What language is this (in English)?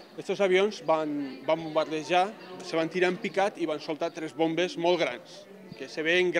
Catalan